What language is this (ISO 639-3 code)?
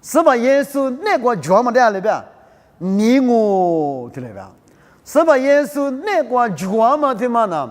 lis